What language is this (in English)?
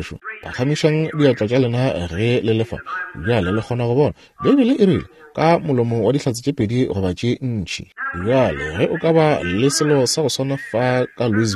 Northern Sotho